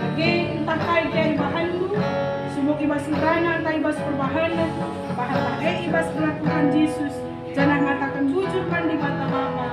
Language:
Batak Karo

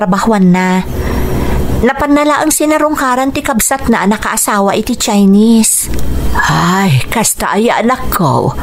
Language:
Iloko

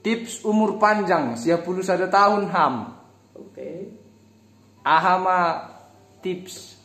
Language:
Batak Simalungun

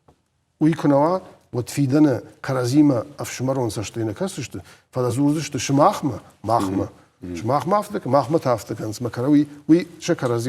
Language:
Ossetic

